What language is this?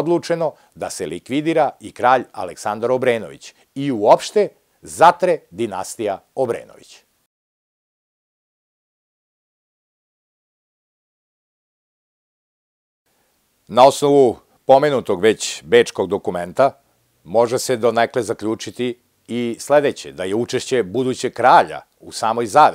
Serbian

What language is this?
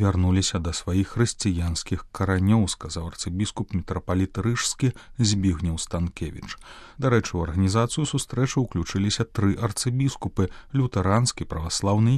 Belarusian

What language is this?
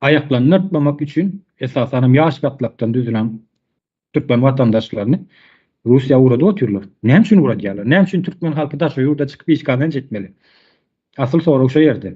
Turkmen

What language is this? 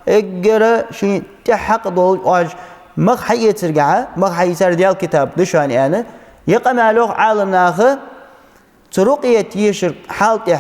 Ingush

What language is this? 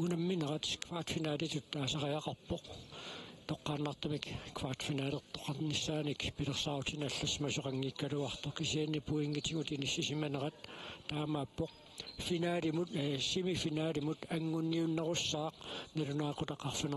Kalaallisut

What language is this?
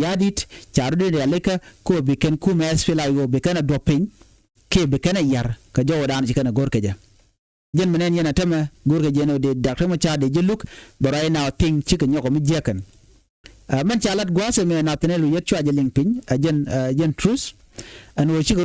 Nuer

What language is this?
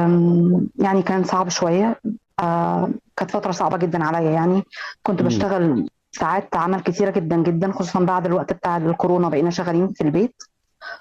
Egyptian Arabic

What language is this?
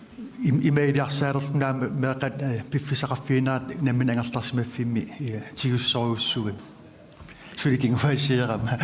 Kalaallisut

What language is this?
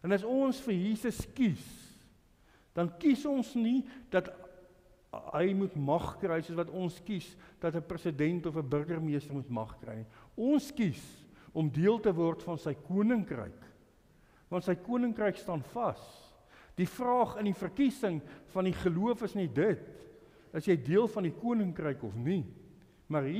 Afrikaans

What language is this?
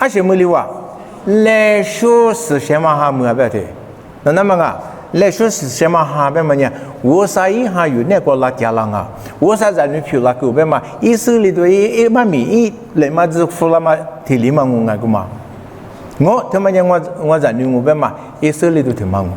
Lisu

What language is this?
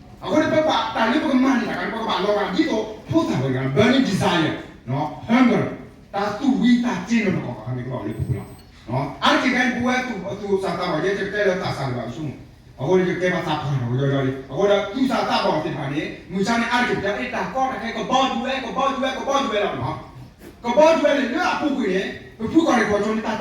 S'gaw Karen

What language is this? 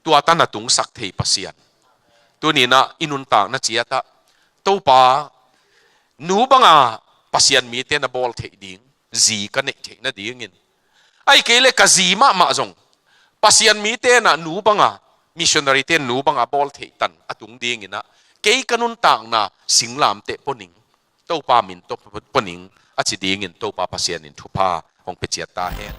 Tedim Chin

